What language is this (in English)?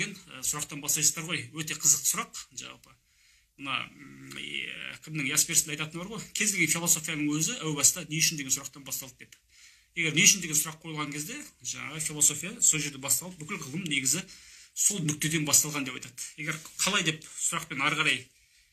Kazakh